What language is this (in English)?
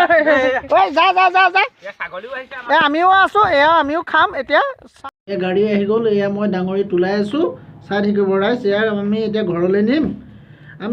Assamese